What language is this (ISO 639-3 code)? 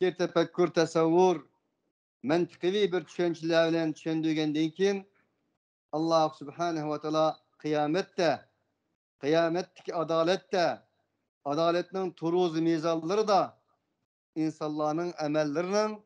uig